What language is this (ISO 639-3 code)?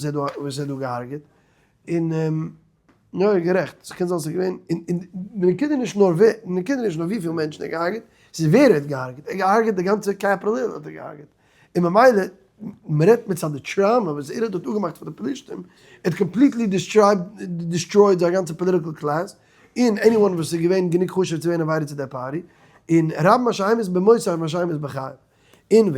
yid